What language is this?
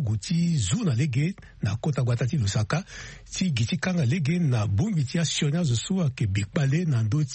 Sango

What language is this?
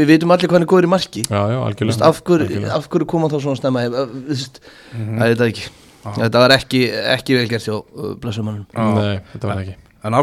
Icelandic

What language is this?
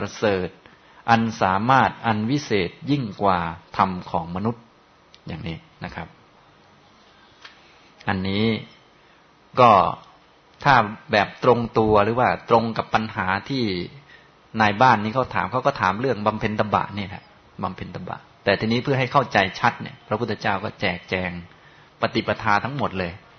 Thai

